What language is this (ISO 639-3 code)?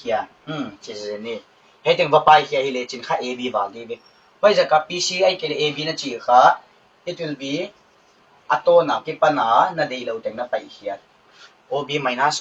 pck